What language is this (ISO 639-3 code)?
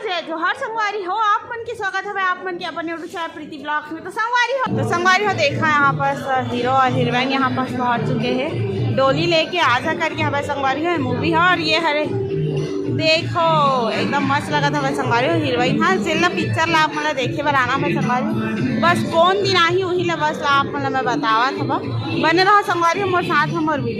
hne